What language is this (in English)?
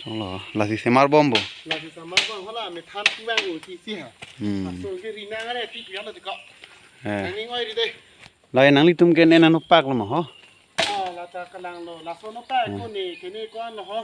Karbi